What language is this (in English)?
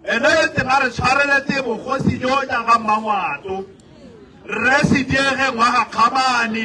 Tswana